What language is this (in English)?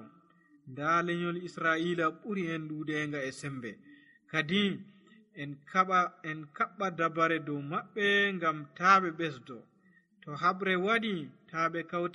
Nigerian Fulfulde